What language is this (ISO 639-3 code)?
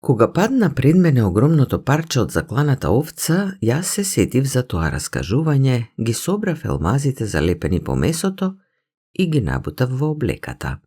mkd